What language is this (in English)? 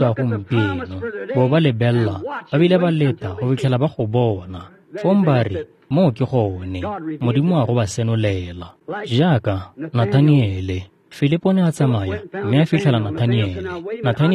Tswana